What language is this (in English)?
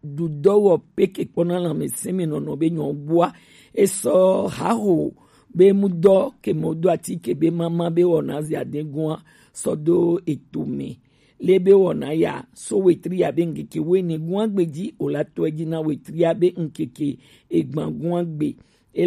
Gen